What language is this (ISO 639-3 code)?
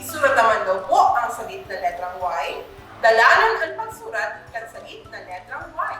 bik